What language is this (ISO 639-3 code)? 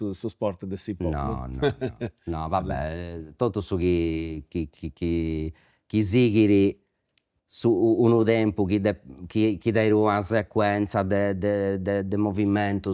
srd